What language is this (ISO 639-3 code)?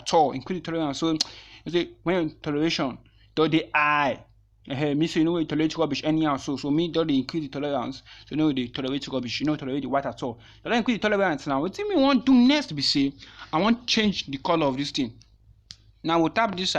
pcm